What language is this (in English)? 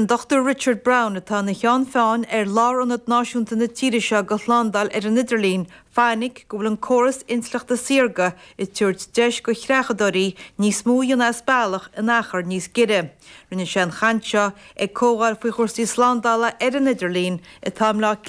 Irish